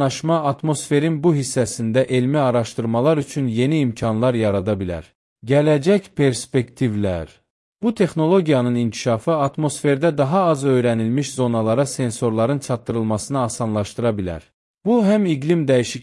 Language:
Azerbaijani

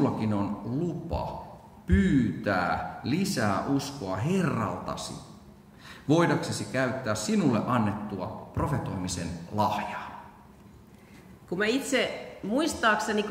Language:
Finnish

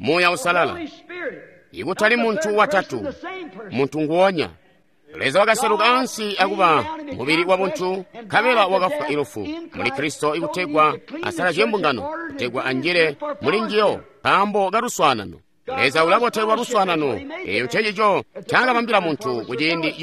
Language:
Tonga (Zambia)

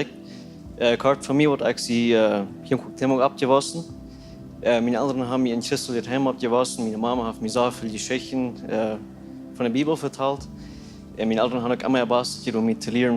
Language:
Plautdietsch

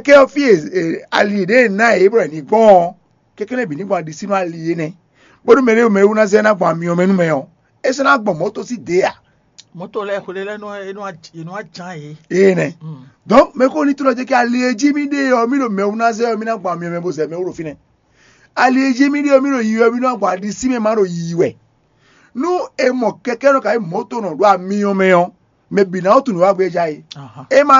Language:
Fon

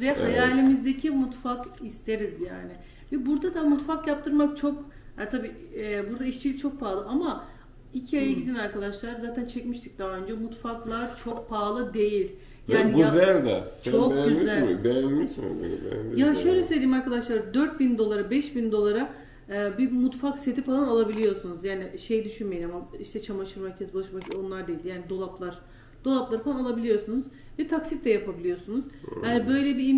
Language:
Turkish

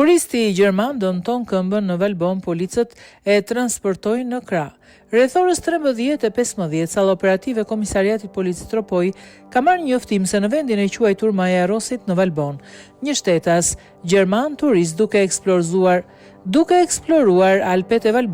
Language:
Albanian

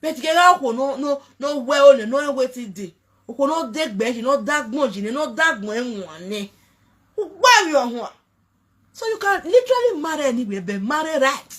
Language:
Nigerian Pidgin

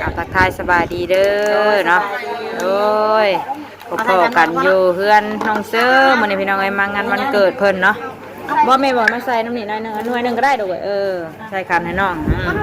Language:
Northeastern Thai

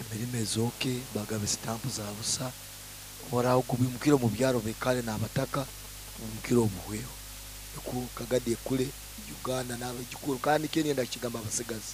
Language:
Nyoro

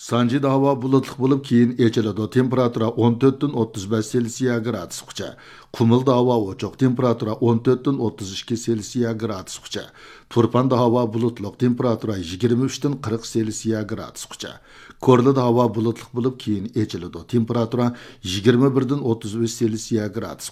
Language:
Uyghur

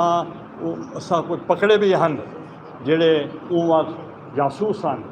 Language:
Saraiki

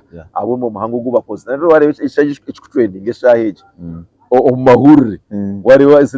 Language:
Nyankole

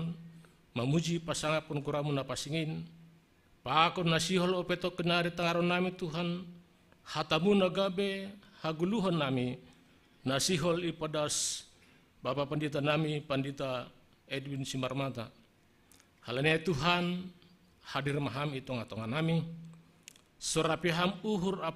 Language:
Batak Simalungun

